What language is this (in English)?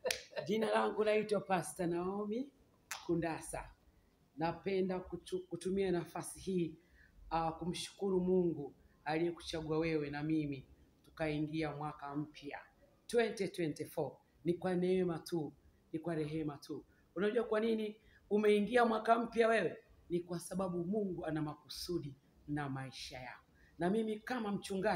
Swahili